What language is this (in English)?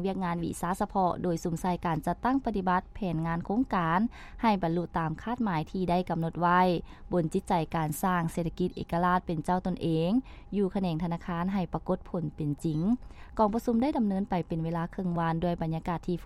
Lao